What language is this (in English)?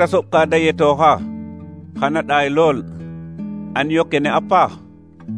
Serer